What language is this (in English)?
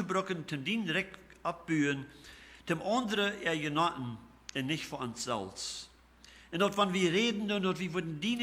Plautdietsch